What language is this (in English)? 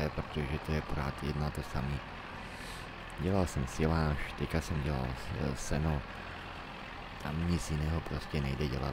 Czech